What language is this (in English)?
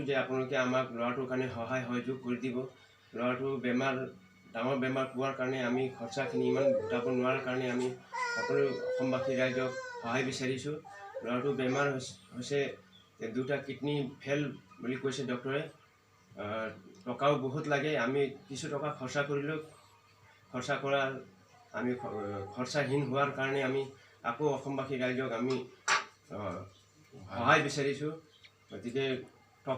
Assamese